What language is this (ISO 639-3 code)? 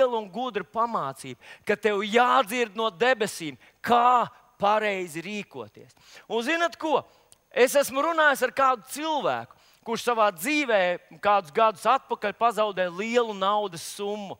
lav